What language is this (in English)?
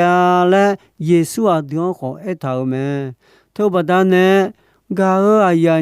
Akha